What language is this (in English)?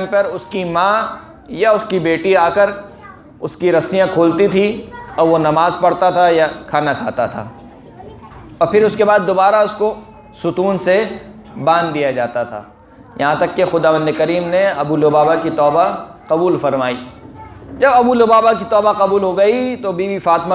Urdu